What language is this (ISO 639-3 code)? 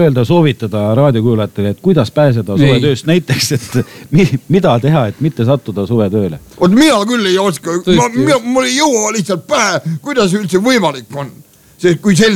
est